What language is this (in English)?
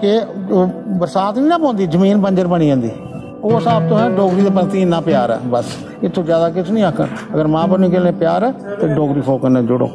Dogri